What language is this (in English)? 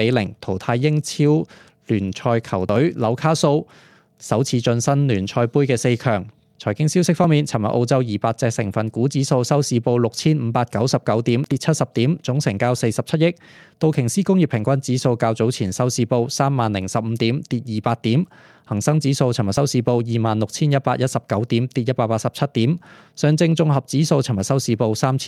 Cantonese